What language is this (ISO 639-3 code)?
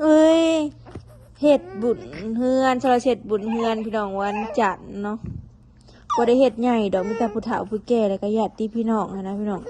tts